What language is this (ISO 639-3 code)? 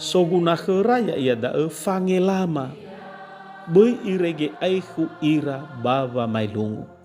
nia